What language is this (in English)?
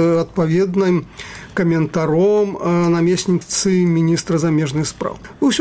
Belarusian